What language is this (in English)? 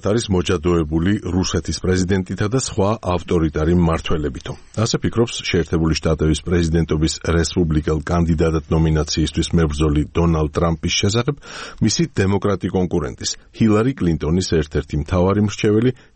Georgian